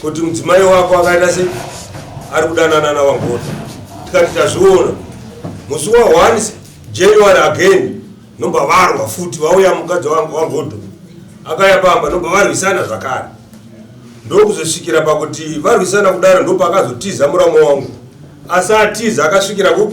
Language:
Shona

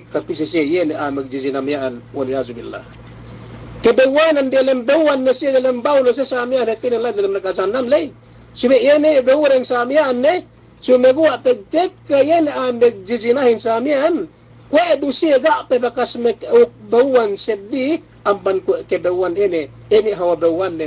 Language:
Yakan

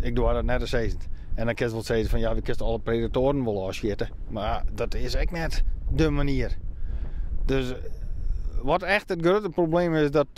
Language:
Western Frisian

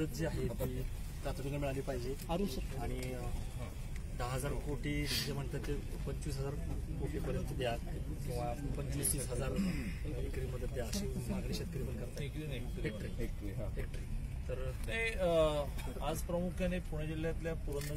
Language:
Marathi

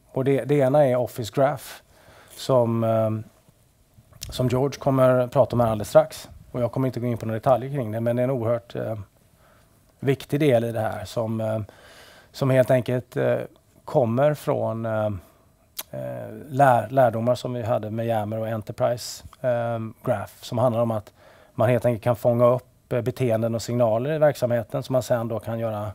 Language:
Swedish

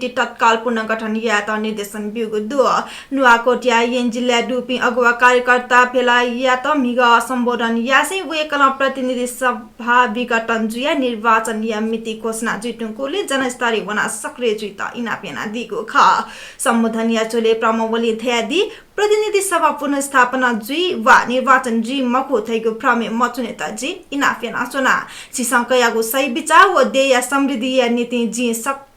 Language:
Newari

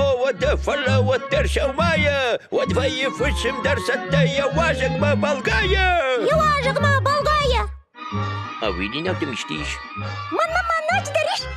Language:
Ossetic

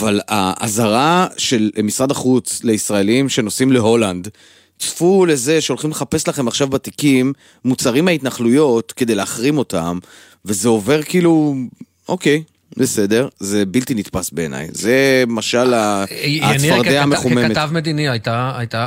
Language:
Hebrew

